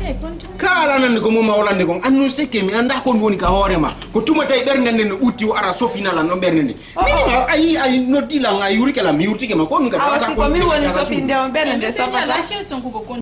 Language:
Fula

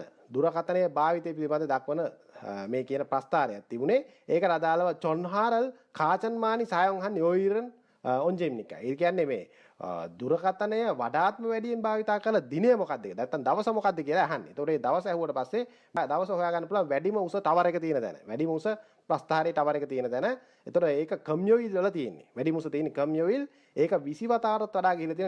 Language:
Sinhala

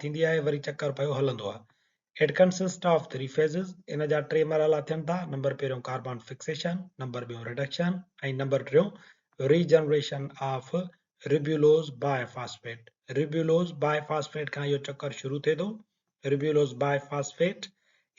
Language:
Sindhi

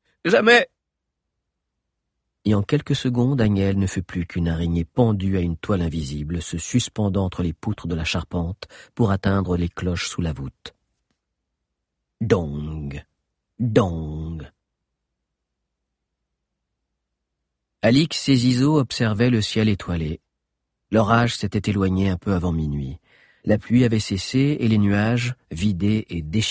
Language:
French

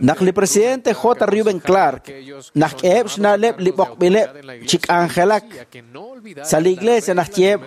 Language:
Kekchí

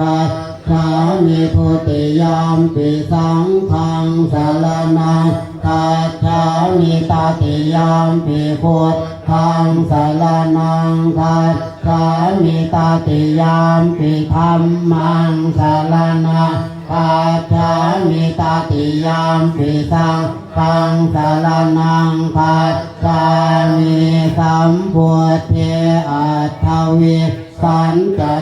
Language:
Pali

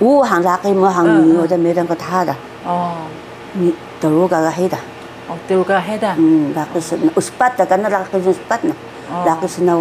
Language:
Taroko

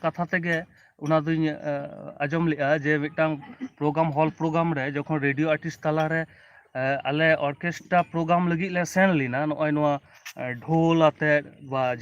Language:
Santali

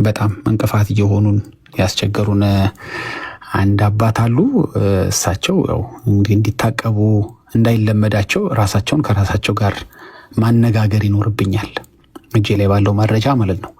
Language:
Amharic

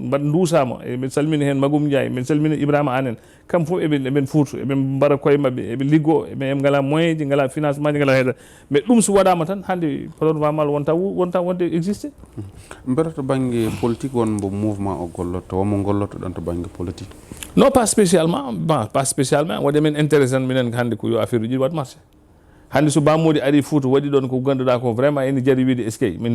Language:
Fula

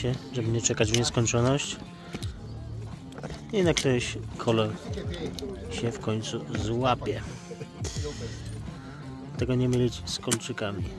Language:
Polish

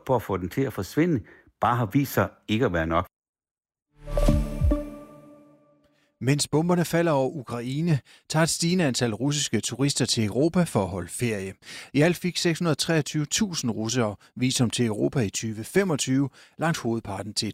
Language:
Danish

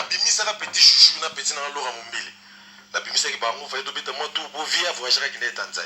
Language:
Lingala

